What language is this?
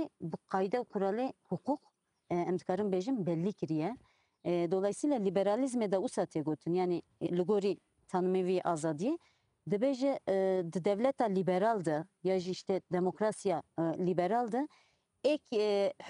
Kurdish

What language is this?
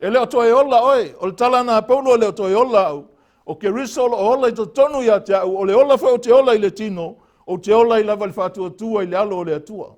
Samoan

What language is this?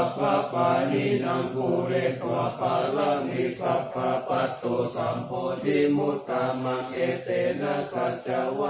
Pali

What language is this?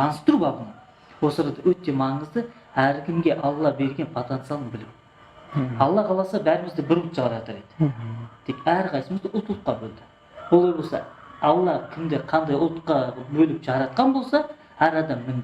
Kazakh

